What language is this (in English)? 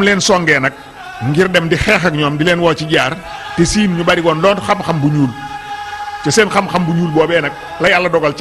Wolof